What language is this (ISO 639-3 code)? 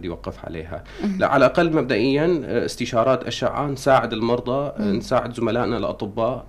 apc